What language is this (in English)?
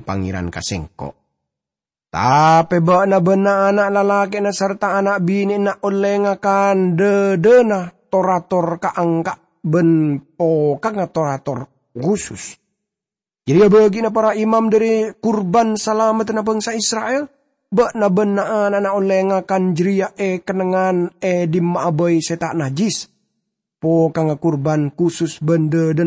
Madurese